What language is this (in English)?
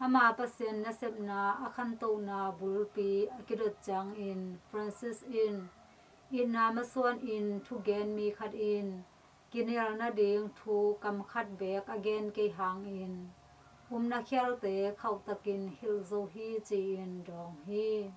Tedim Chin